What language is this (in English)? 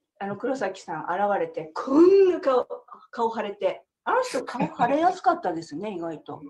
Japanese